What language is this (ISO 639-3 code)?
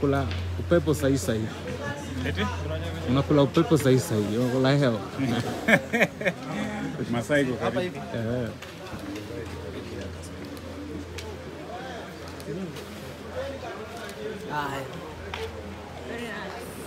swa